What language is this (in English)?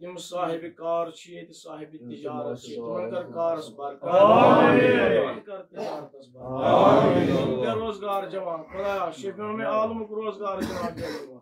Kashmiri